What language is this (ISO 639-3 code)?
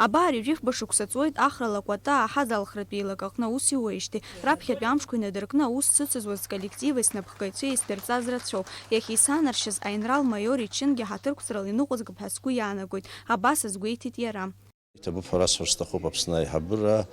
abk